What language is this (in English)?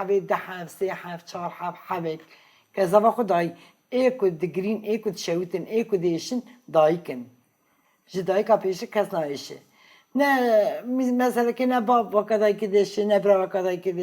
Kurdish